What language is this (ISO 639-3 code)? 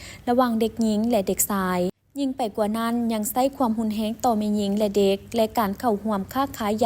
lao